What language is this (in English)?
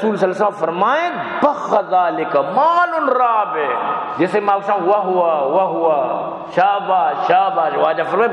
Baluchi